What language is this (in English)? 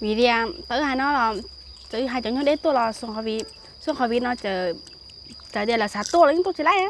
Hmong